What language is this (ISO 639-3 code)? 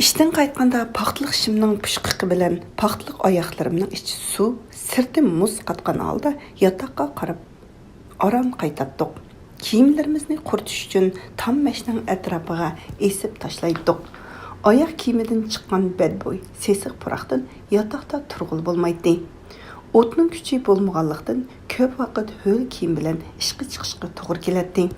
uig